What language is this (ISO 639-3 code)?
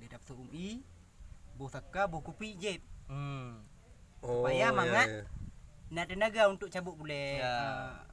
ace